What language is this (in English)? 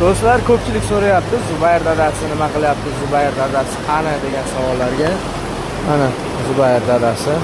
Uzbek